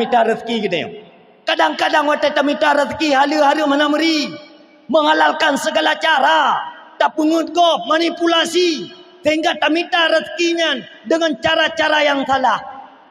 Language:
Achinese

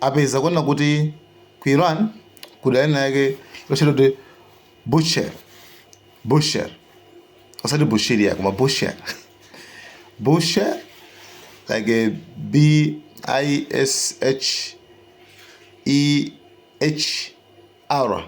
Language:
Nyanja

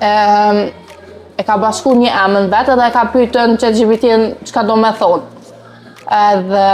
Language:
Albanian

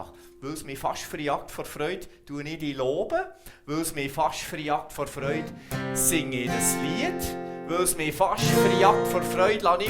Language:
Swiss German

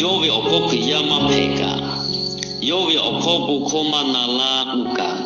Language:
Lahu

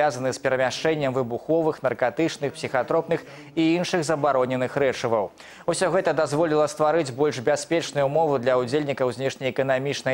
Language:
Belarusian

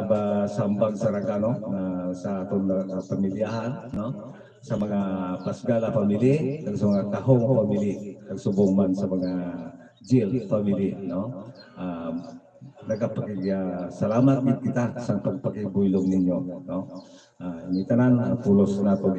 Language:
Hiligaynon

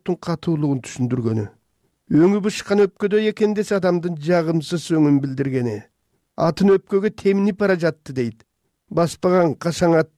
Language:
Kyrgyz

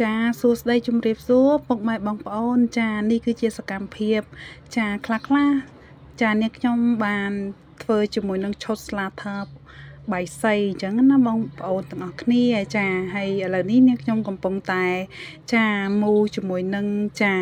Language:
Khmer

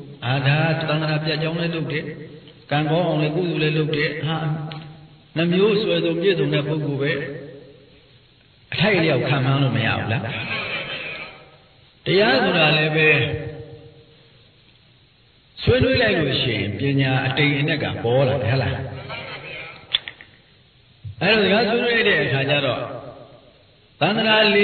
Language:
Burmese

